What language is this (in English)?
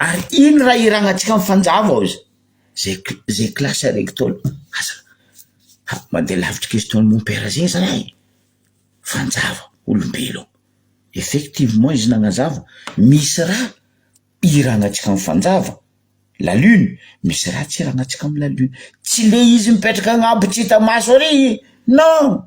Malagasy